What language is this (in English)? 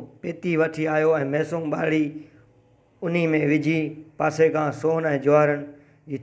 Sindhi